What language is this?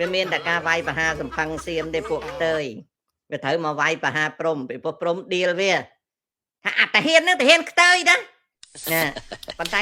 Khmer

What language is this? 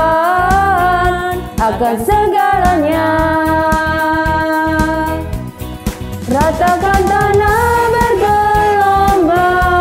Indonesian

